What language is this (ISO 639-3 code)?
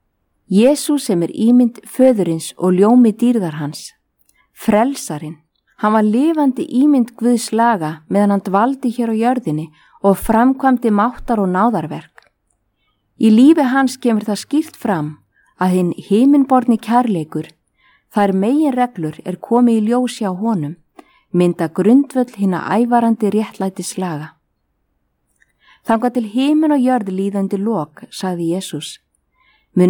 isl